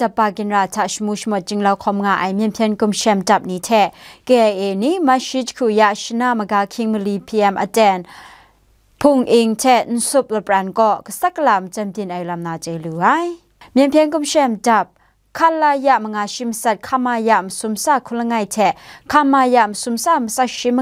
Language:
Kachin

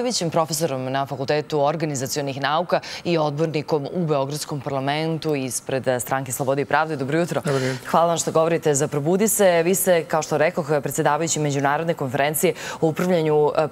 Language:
Serbian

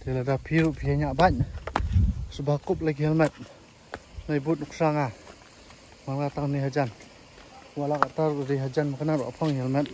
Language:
Khasi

